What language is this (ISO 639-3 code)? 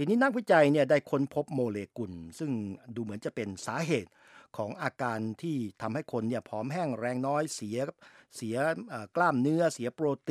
tha